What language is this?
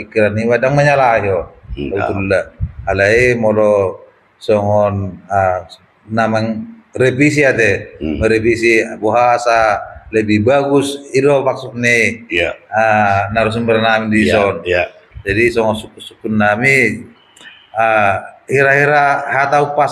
Batak Toba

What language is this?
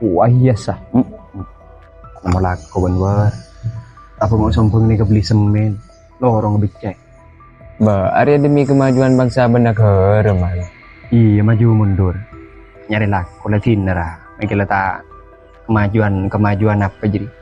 Madurese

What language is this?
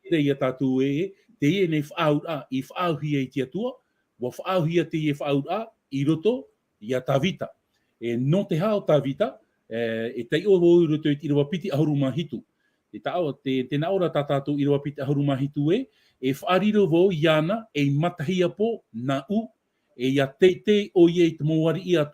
Tahitian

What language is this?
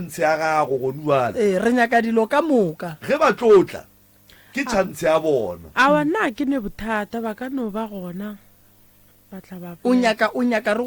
Northern Sotho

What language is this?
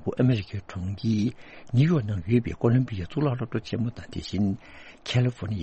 Tibetan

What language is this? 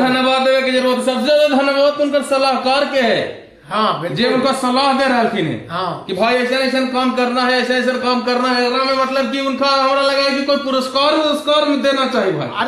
Magahi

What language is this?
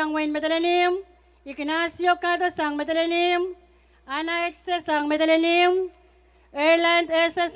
Pohnpeian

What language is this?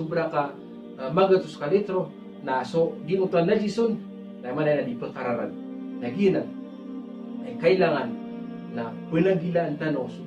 Maranao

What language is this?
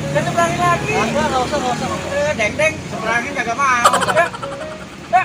Betawi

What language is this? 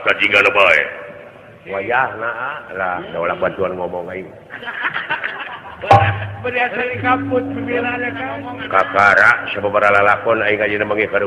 Sundanese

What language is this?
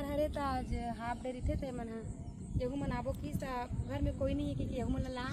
Chhattisgarhi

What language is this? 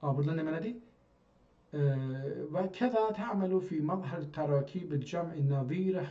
South Azerbaijani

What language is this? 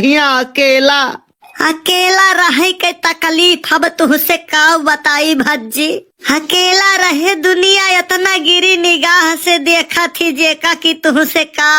Awadhi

